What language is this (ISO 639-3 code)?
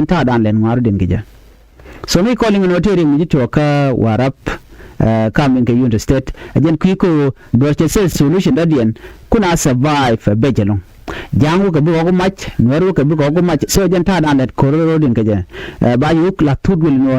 nus